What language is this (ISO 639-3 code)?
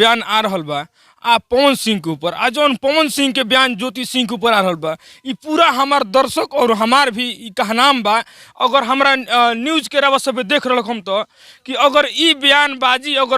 bho